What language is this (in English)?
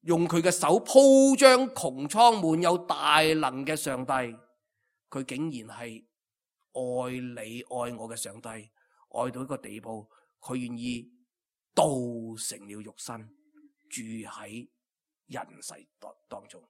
Cantonese